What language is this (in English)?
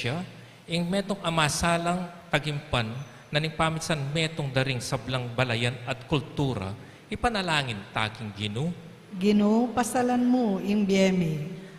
Pampanga